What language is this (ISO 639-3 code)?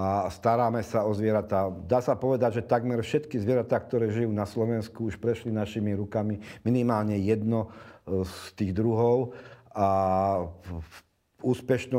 slk